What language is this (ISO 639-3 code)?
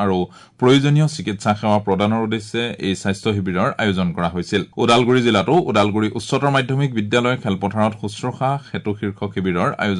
asm